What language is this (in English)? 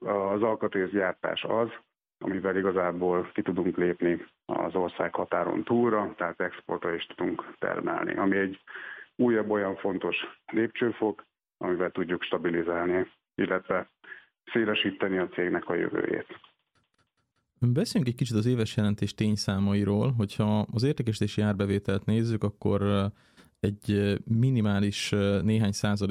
Hungarian